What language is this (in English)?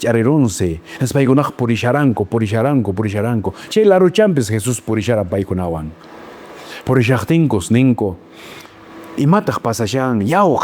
Quechua